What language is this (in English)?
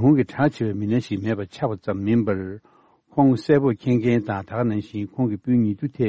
Tibetan